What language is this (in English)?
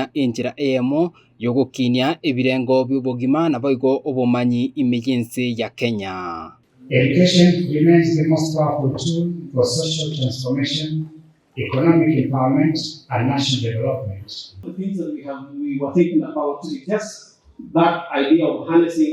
Gusii